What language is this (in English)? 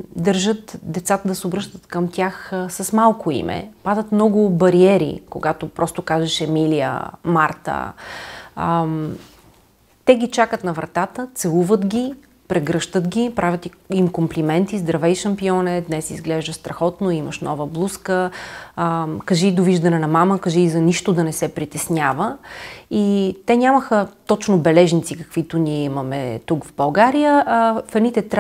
Bulgarian